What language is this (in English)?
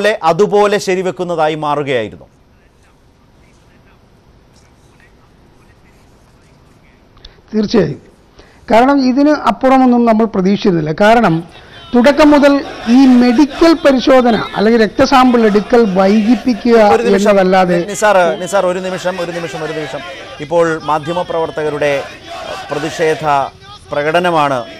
Malayalam